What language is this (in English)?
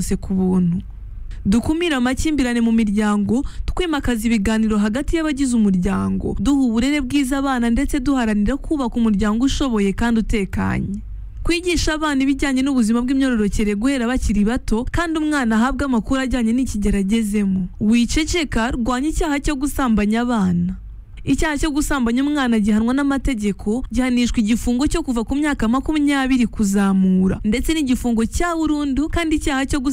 Kinyarwanda